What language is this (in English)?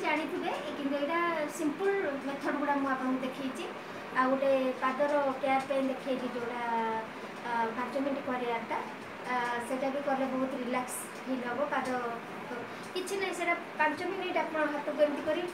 Odia